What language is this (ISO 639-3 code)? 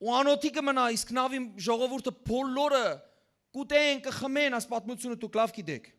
hyw